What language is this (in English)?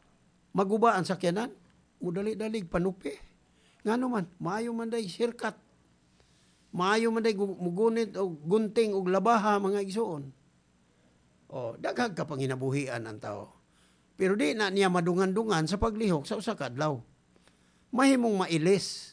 Cebuano